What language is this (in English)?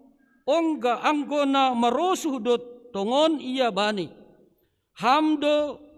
Batak Simalungun